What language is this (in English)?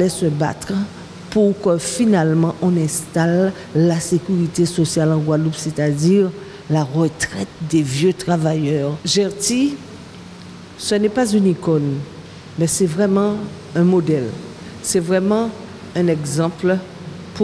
French